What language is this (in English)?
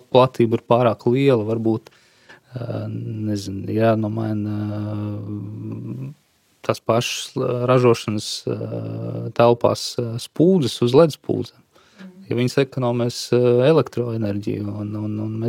Latvian